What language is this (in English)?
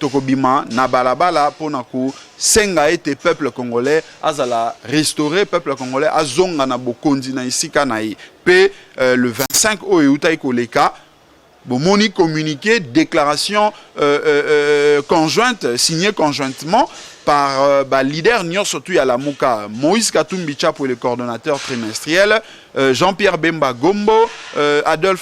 Lingala